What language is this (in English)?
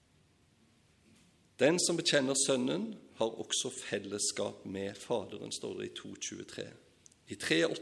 Norwegian